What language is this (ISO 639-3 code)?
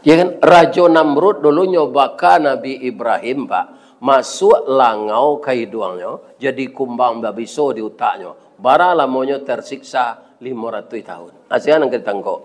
min